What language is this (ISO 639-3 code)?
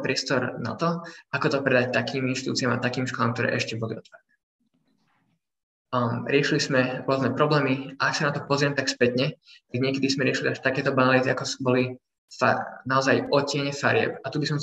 slk